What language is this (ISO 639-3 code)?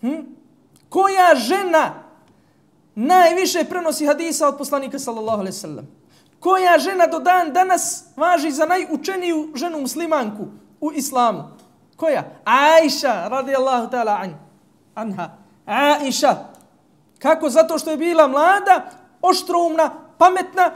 bos